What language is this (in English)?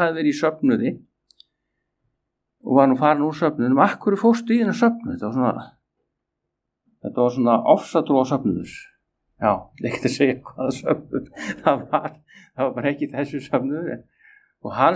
Icelandic